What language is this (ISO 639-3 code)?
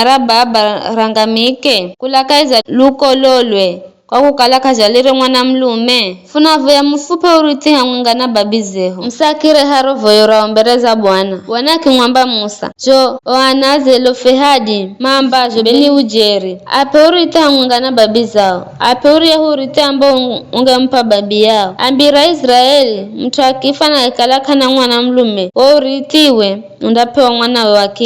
nyf